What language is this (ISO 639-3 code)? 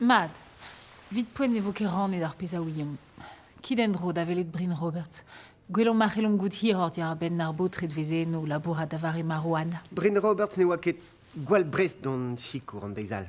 bre